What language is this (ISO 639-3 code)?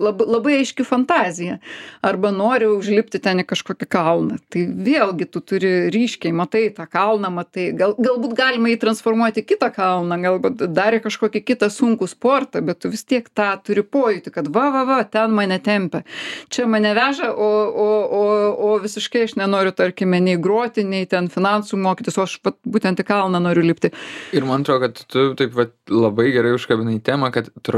lit